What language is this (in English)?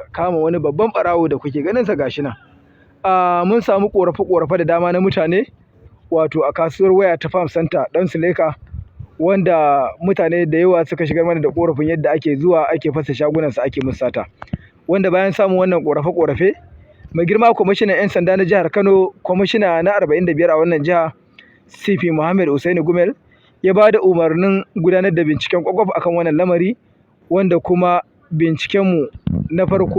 Hausa